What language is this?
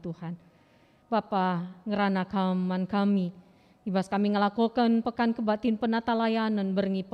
Batak Karo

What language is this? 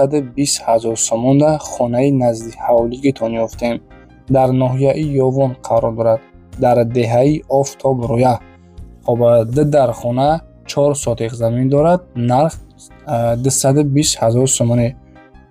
Tajik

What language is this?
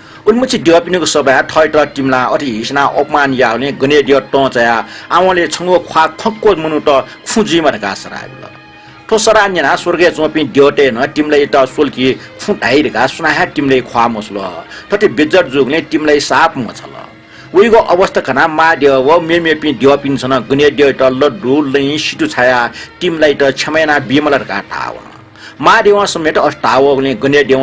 Newari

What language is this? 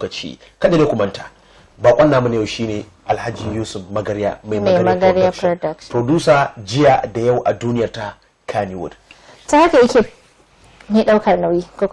Hausa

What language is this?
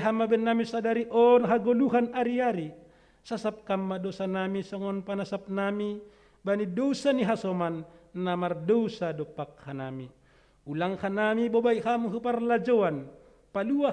Batak Simalungun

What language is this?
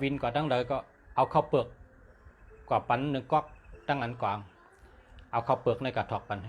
Shan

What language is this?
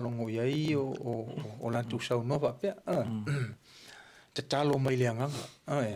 Samoan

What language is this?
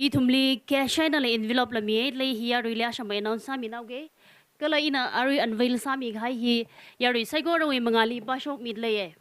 Tangkhul Naga (India)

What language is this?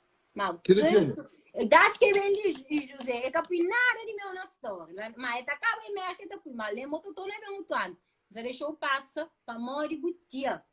Kabuverdianu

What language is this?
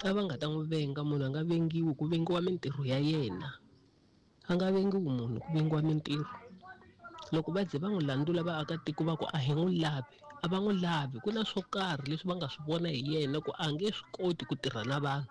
Tsonga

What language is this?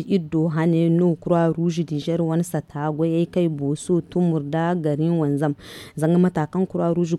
Zarma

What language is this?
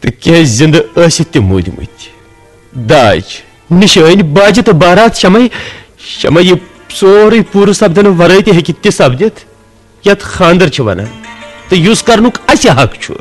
Kashmiri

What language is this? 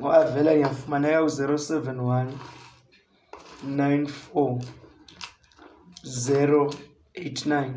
Zulu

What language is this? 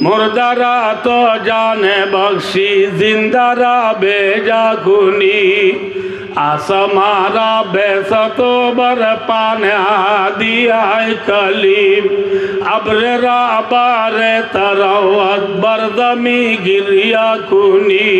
Rohingya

